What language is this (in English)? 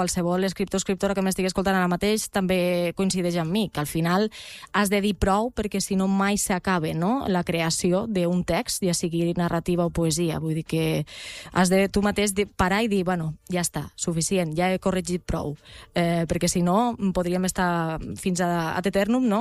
Catalan